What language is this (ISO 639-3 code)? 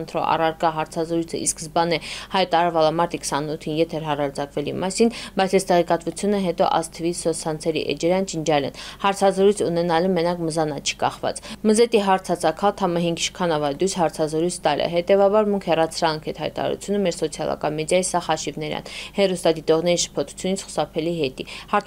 hye